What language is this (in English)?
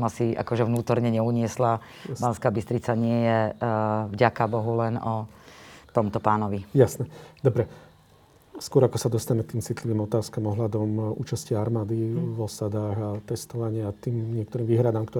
Slovak